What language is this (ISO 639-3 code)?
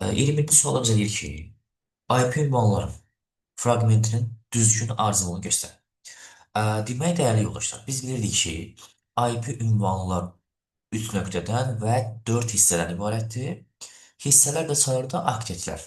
aze